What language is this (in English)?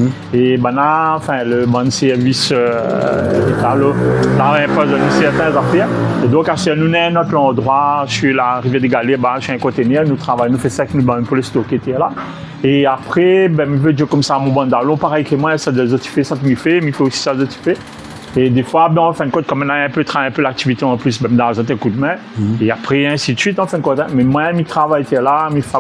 Réunion Creole French